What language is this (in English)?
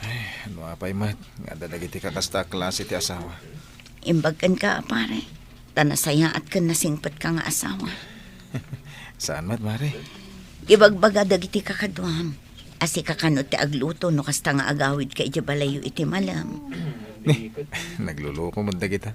Iloko